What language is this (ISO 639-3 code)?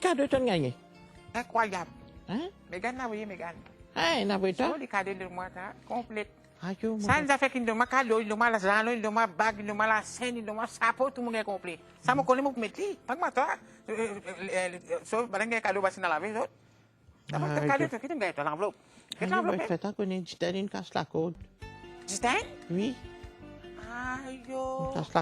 mfe